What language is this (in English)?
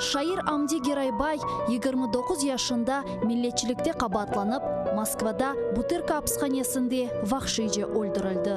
Crimean Tatar